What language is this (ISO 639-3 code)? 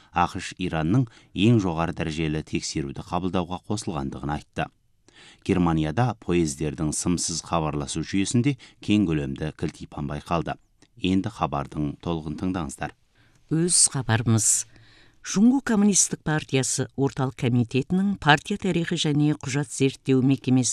kaz